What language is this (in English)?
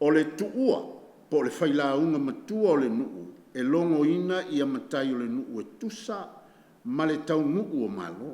Samoan